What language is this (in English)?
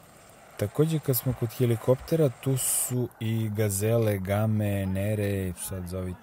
Serbian